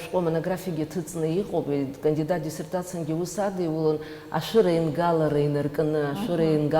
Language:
Abkhazian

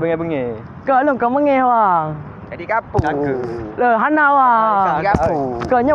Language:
Achinese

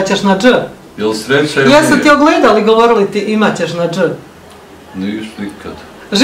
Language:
Bosnian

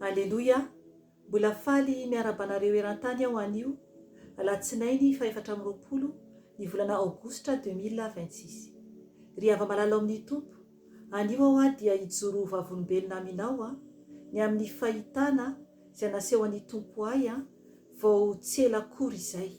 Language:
Malagasy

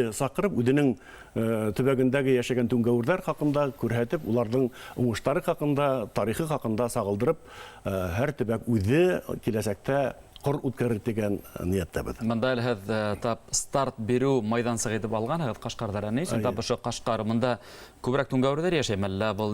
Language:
Bashkir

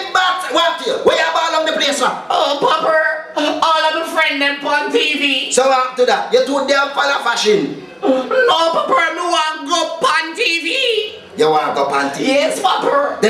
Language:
Jamaican Creole English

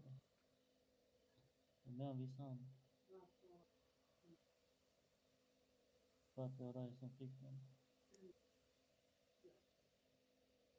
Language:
Swedish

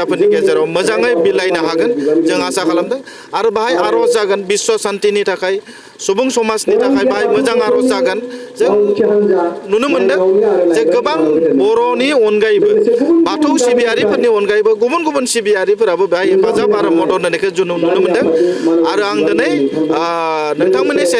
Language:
Bodo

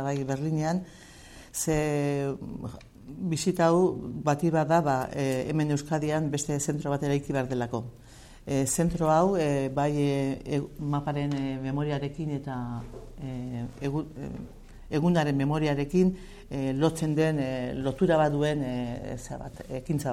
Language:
Basque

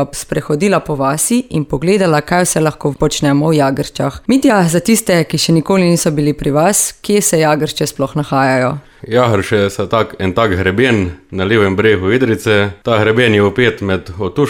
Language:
Slovenian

